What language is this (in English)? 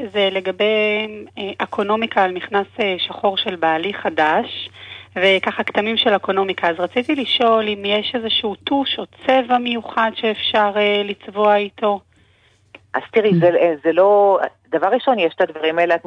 Hebrew